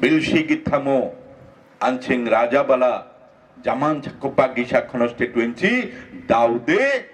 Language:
Garo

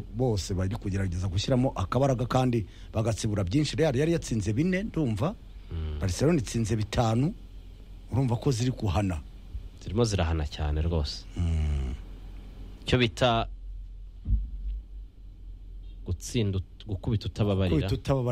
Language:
Kinyarwanda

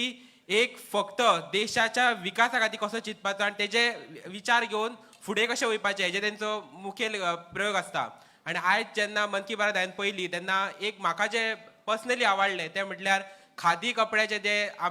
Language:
Konkani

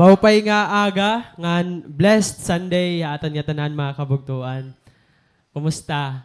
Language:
Waray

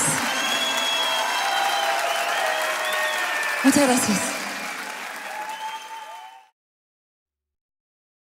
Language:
Spanish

